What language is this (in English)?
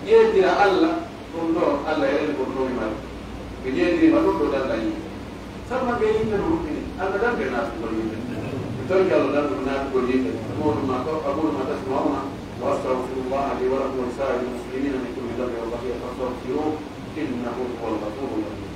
Pular